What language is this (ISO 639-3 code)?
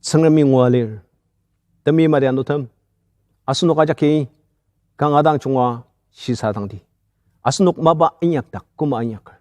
njo